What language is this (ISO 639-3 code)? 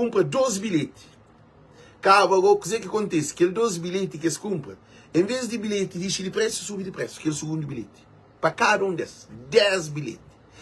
kea